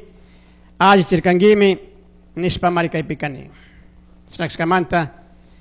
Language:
Chimborazo Highland Quichua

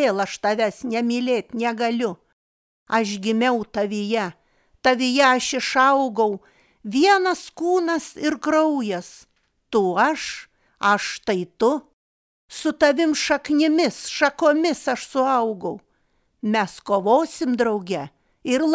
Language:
Lithuanian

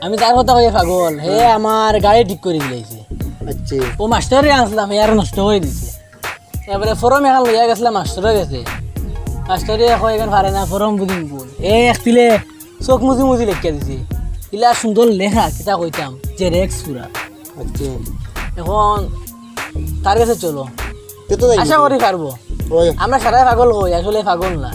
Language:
Sylheti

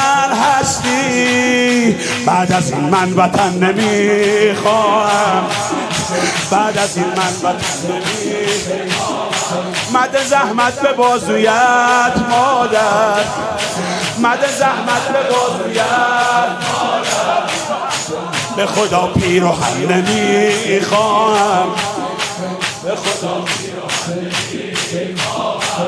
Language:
Persian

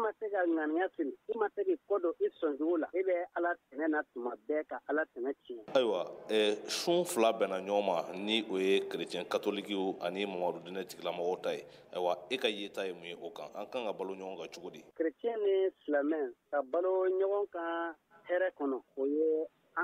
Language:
Bambara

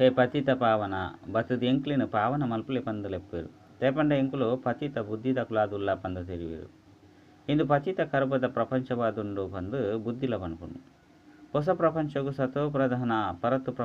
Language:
Tulu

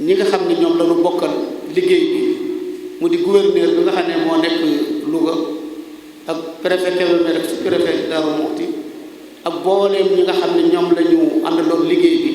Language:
Wolof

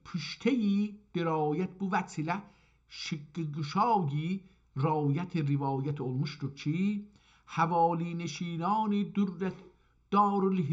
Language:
South Azerbaijani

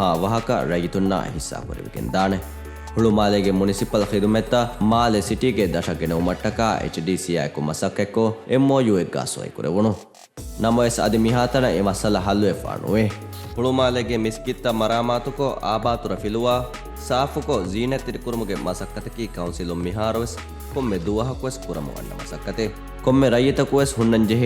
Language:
Divehi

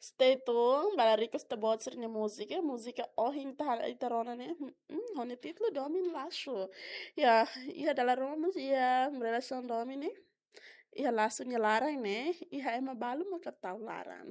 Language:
Tetum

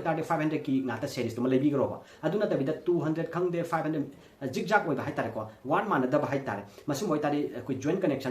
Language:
Manipuri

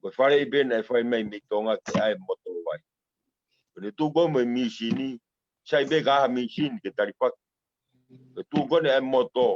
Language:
Tongan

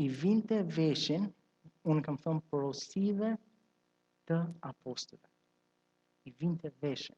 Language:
Albanian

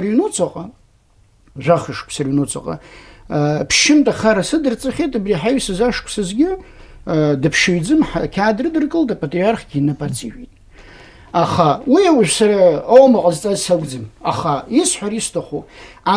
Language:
Abkhazian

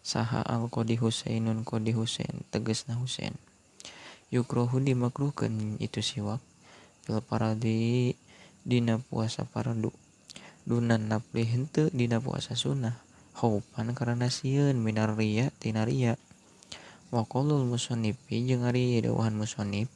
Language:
Sundanese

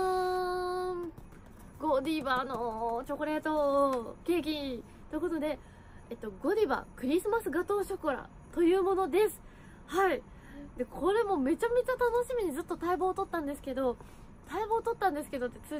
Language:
Japanese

